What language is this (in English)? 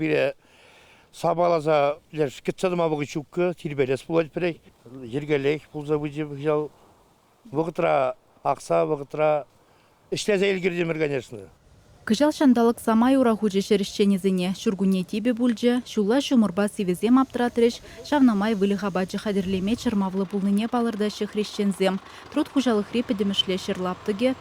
Chuvash